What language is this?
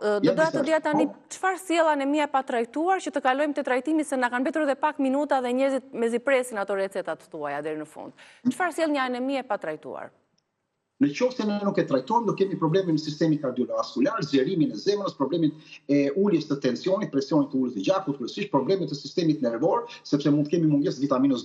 Albanian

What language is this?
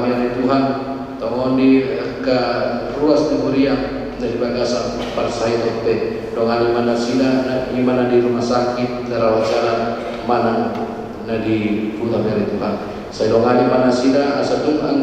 Batak Toba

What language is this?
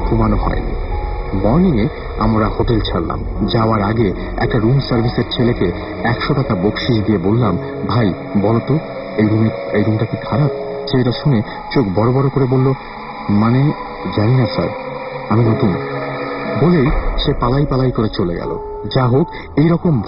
Bangla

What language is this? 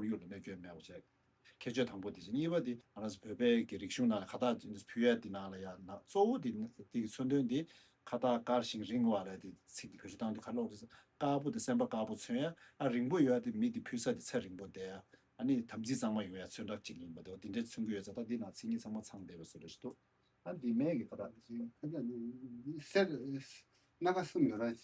Tibetan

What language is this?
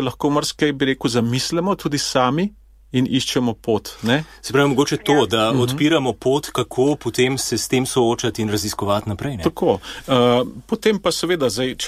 Slovenian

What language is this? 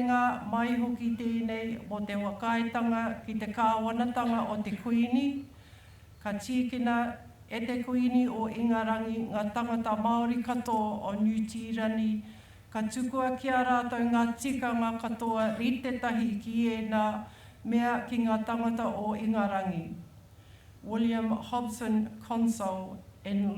Māori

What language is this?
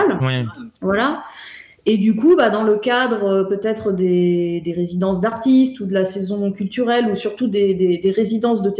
French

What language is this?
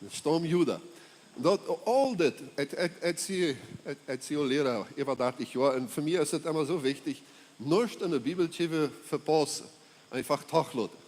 Plautdietsch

